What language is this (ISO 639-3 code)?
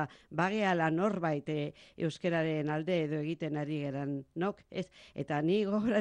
eus